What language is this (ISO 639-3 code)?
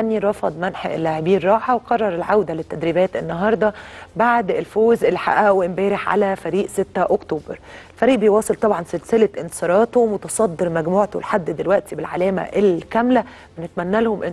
arz